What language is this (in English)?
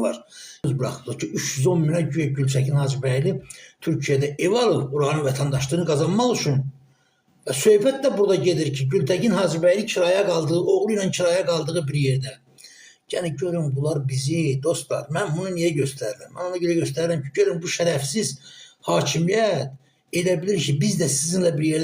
Azerbaijani